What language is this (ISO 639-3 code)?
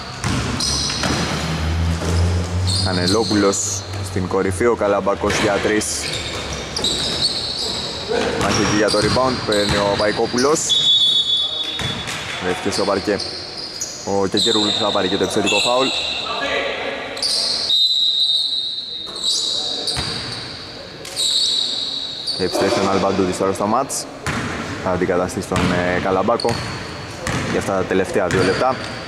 ell